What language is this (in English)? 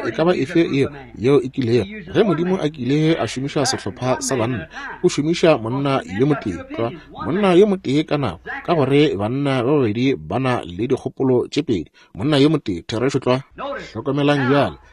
Northern Sotho